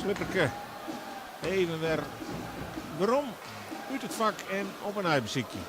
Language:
Western Frisian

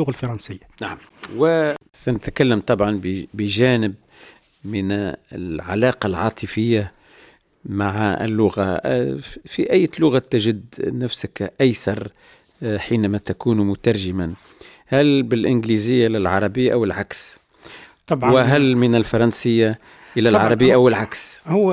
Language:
Tunisian Arabic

